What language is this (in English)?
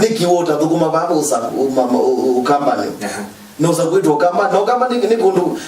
Kamba